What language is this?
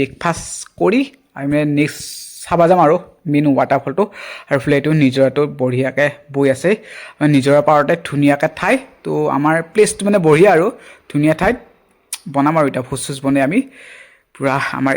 Assamese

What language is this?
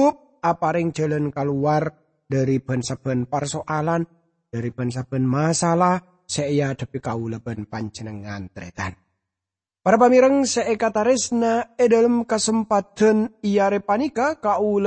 Madurese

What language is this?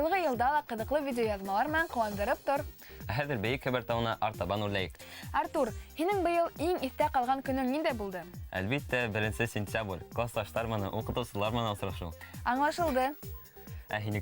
Bashkir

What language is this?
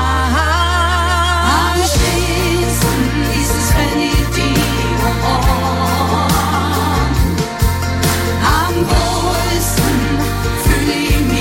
German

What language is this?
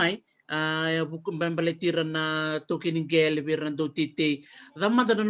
Fijian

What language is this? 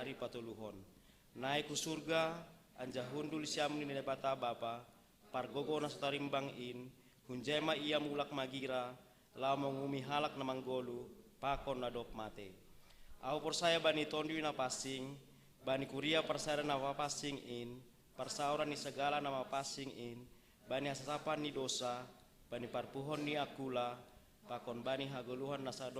Batak Simalungun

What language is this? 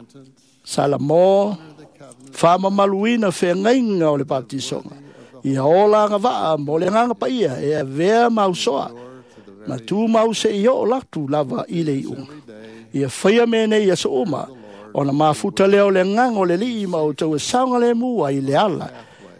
Samoan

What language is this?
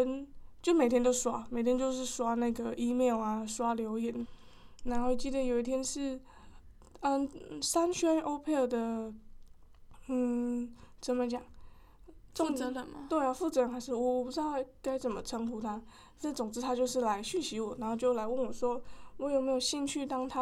Chinese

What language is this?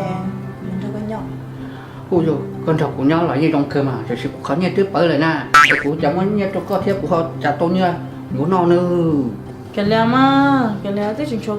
Hmong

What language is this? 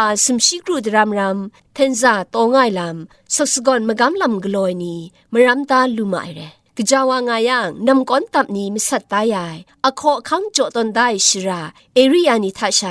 Kachin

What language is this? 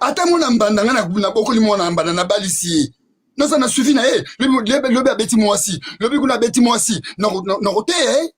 Lingala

